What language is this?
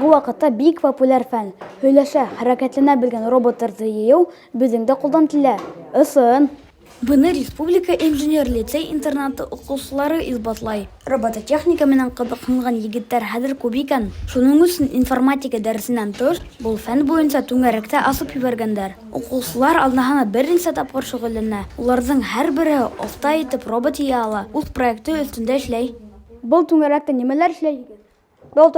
Bashkir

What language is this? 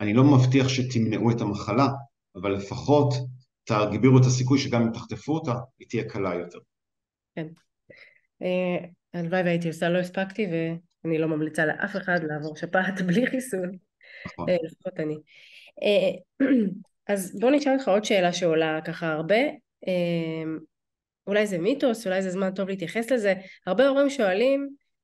Hebrew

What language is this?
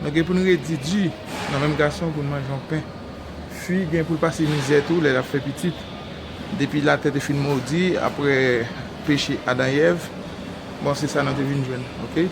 Haitian Creole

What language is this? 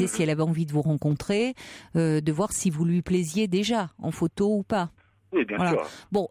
French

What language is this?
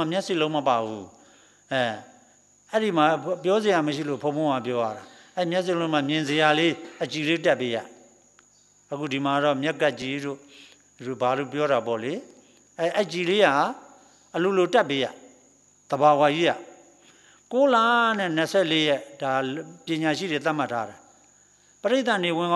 Burmese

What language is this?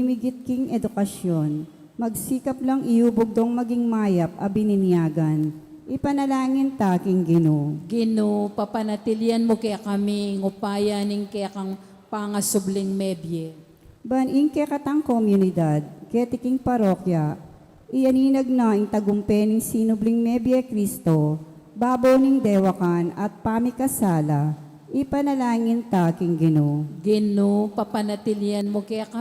Pampanga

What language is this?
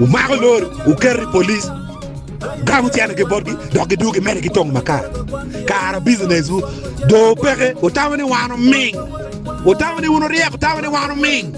Acoli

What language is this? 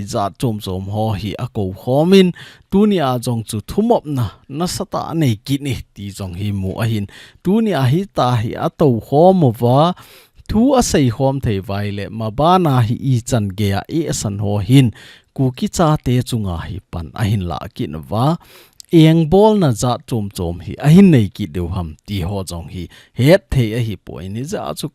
Thado Chin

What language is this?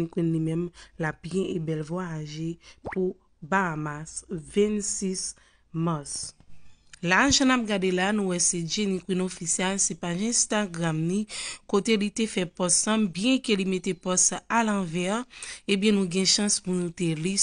Haitian Creole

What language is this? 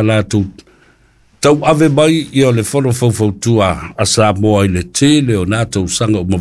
Samoan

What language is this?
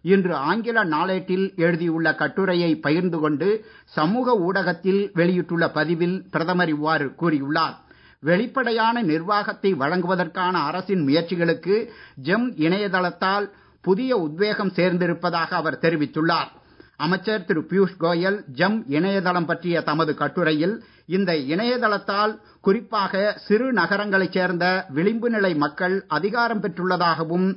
Tamil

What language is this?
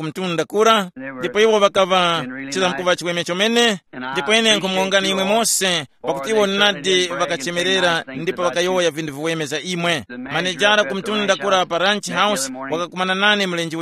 Tumbuka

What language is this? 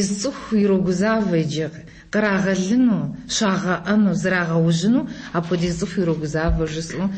Kabardian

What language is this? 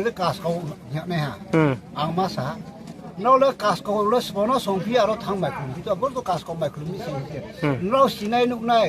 Riang (India)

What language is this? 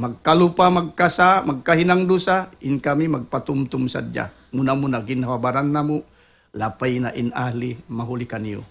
Tausug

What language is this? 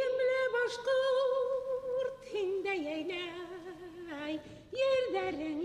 Bashkir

